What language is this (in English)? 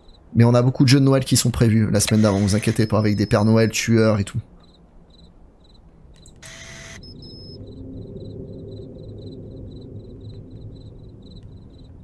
French